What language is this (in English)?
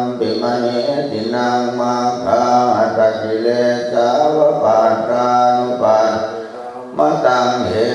Pali